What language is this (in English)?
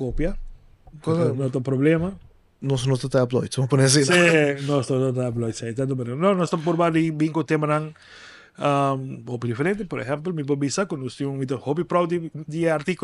Papiamento